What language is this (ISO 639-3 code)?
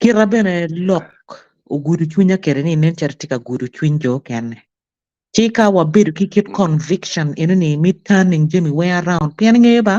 ach